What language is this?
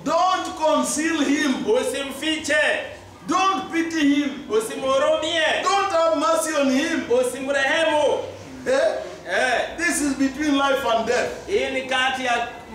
Swahili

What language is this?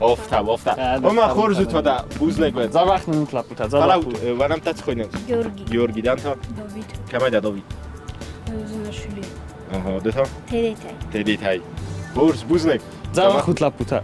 Ossetic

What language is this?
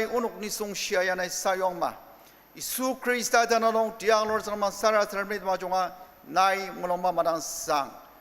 Ao Naga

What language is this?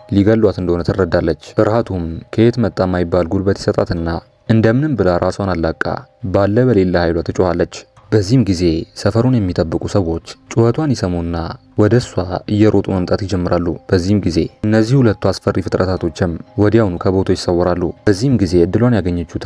Amharic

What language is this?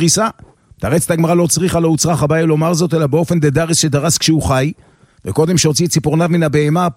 Hebrew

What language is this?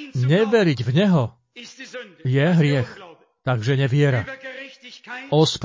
Slovak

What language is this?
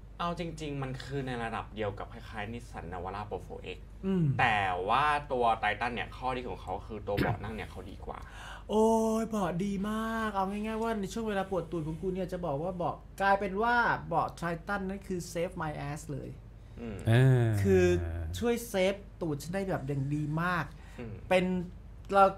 Thai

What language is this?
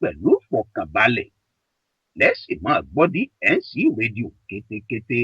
Yoruba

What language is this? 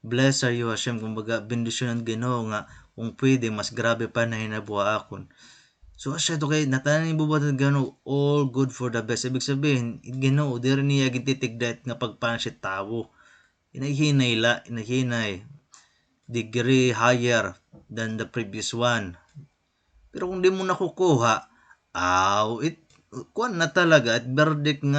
Waray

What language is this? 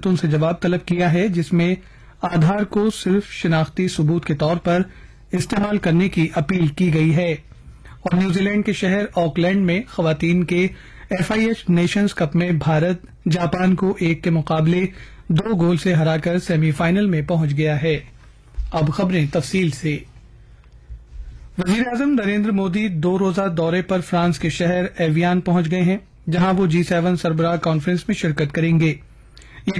Urdu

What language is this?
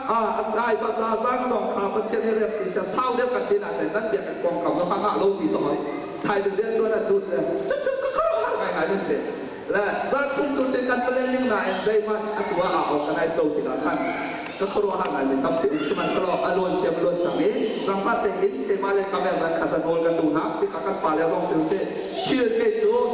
Hakha Chin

